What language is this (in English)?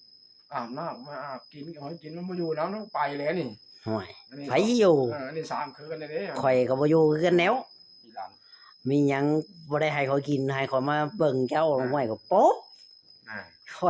Northeastern Thai